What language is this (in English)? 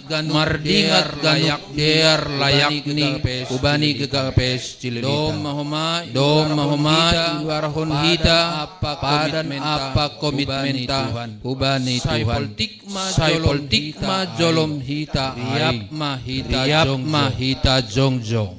Batak Simalungun